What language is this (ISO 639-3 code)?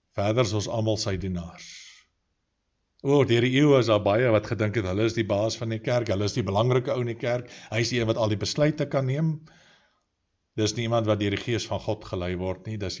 afr